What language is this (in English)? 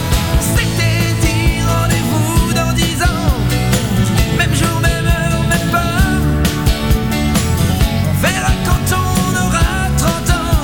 French